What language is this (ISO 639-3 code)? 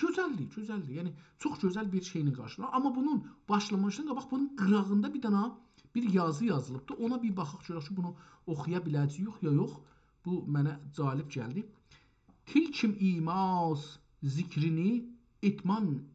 azb